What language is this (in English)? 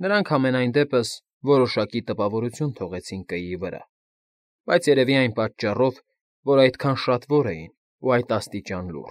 Armenian